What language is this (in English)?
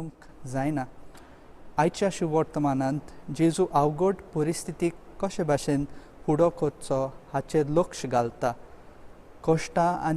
Konkani